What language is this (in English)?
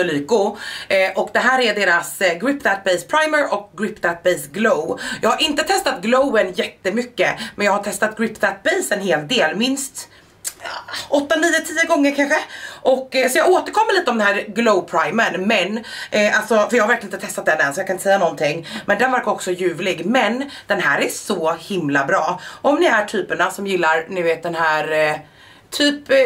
Swedish